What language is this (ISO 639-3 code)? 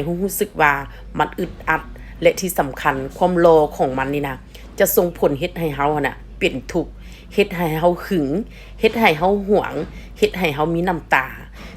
tts